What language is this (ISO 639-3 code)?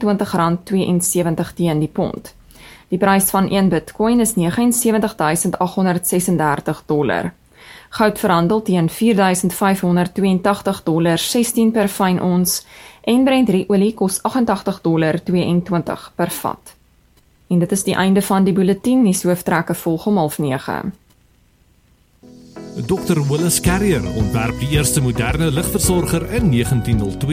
afr